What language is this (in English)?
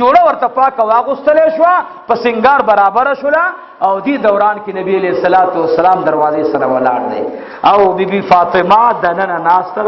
Pashto